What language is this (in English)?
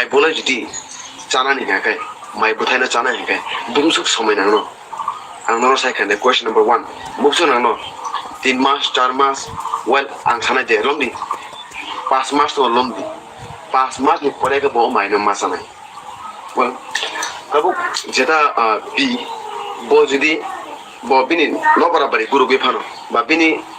Kok Borok